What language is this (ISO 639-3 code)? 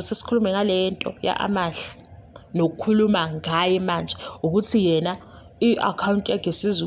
zul